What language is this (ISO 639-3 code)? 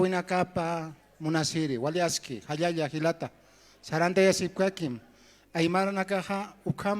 aym